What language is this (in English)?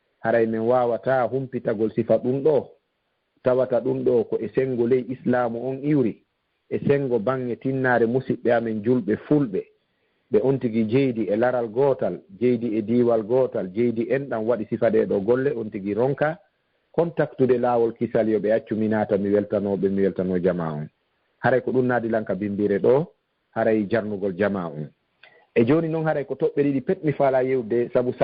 Fula